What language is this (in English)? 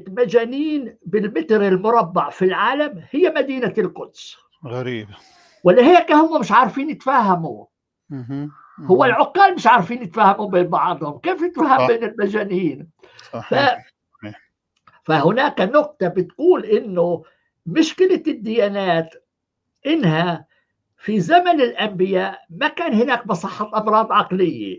North Levantine Arabic